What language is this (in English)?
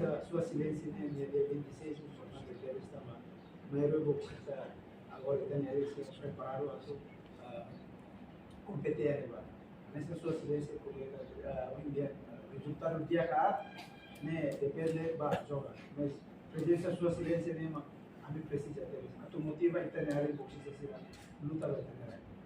Tetum